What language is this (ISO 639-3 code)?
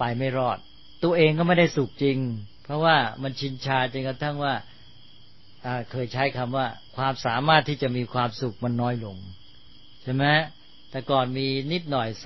tha